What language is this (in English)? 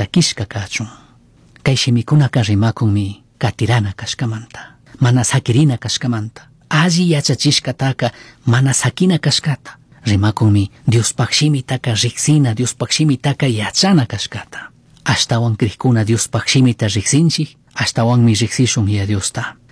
Chimborazo Highland Quichua